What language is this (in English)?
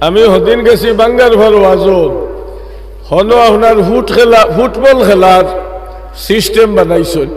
Sylheti